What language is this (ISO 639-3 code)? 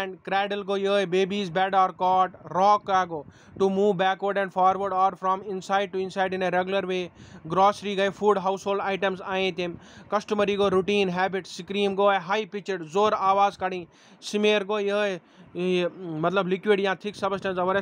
kas